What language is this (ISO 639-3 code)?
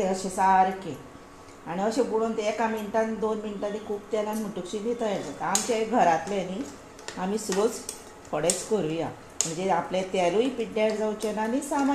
kok